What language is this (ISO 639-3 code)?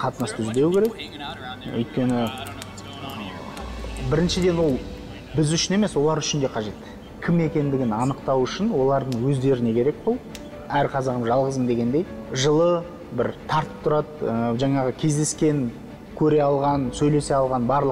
kaz